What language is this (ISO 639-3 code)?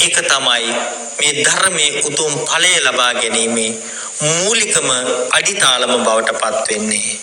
sin